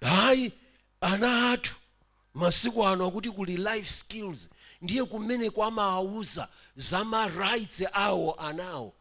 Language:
Nyanja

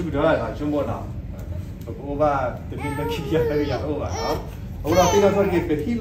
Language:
S'gaw Karen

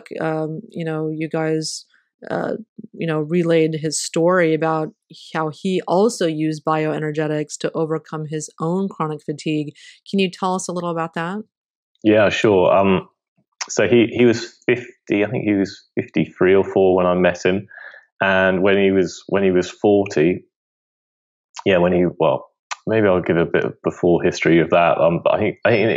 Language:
English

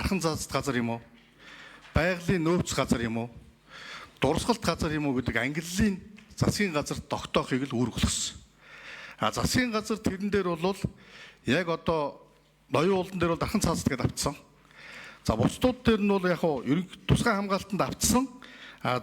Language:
Mongolian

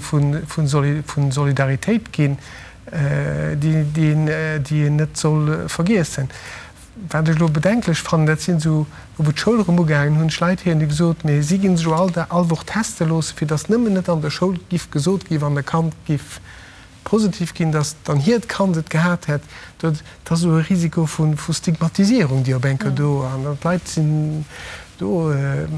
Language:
Luxembourgish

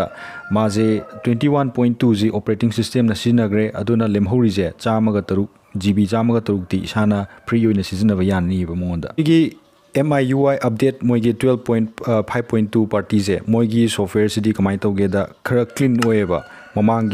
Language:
Manipuri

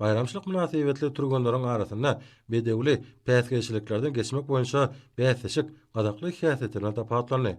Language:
Turkmen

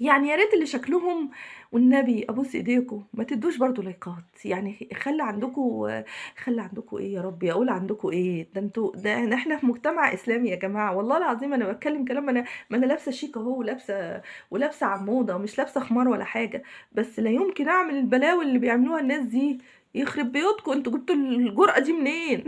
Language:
Egyptian Arabic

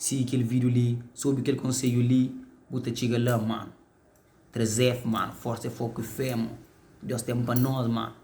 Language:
Kabuverdianu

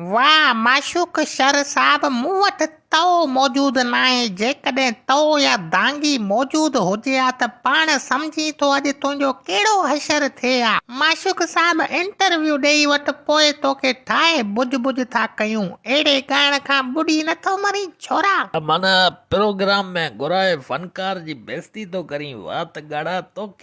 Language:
Sindhi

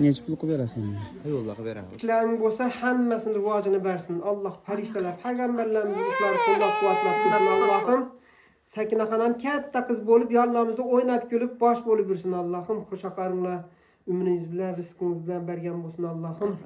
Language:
Uzbek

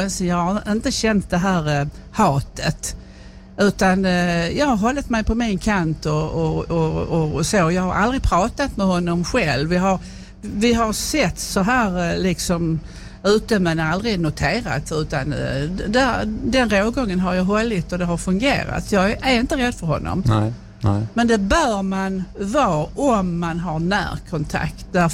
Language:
Swedish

